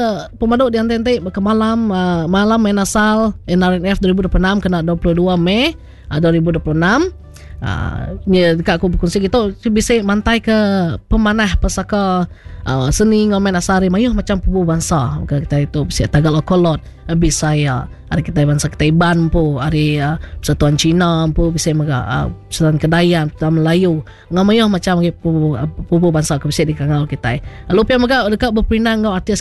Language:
Iban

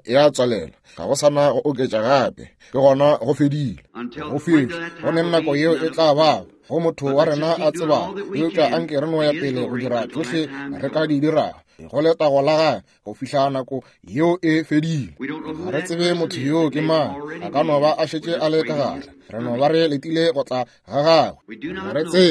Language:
Northern Sotho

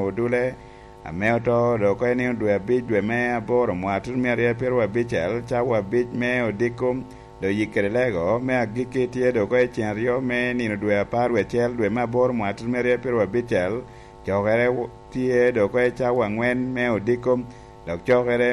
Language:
Lango (Uganda)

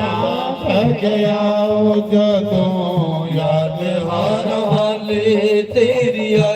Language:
Dogri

